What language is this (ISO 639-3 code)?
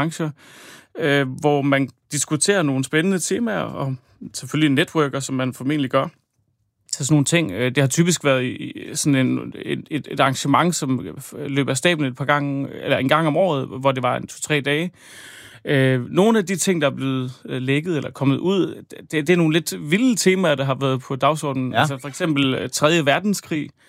dan